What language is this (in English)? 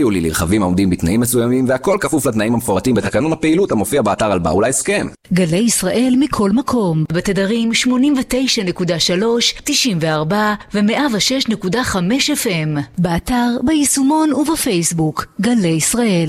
Hebrew